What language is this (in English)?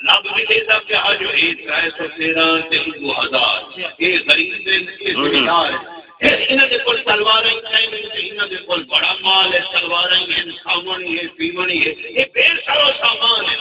Saraiki